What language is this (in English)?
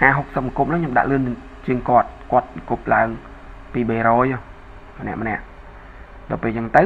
Khmer